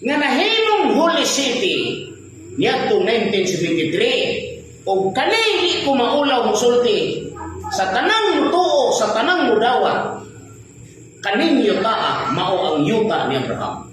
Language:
Cebuano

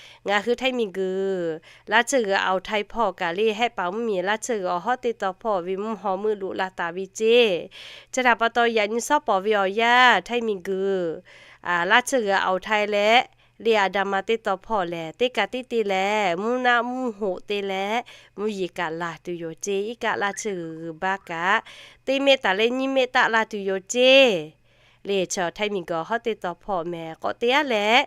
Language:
Lahu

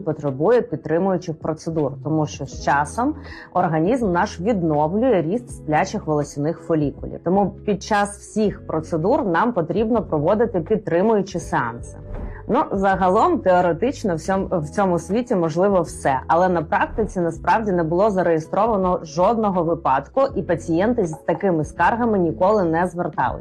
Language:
Ukrainian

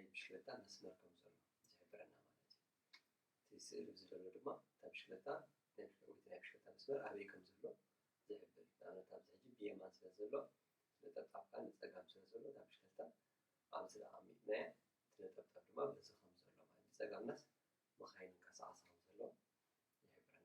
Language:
Tigrinya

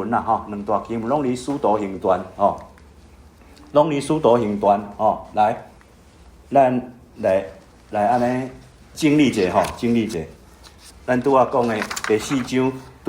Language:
Min Nan Chinese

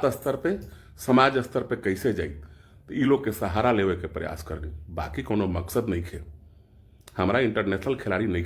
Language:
Bhojpuri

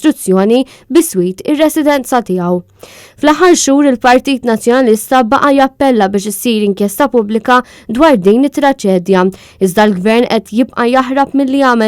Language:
Maltese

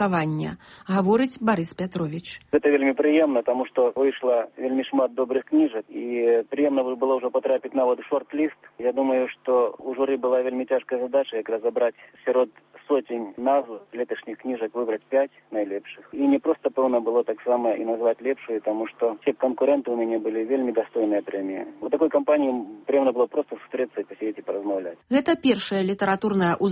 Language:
Belarusian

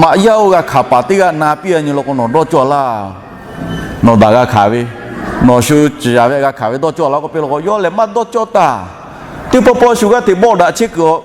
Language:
Lahu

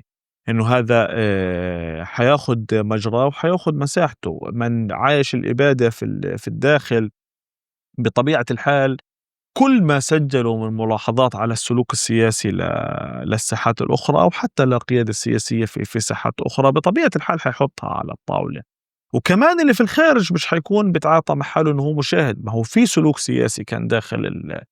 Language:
North Levantine Arabic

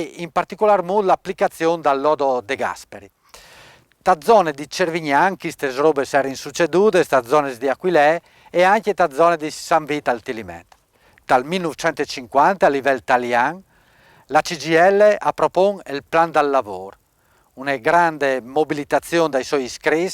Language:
Friulian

